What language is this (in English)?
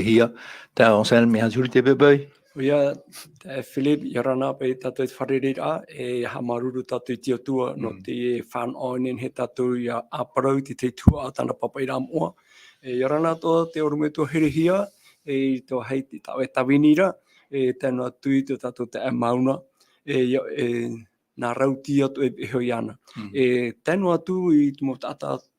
Tahitian